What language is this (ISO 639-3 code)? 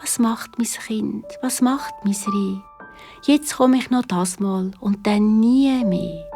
gsw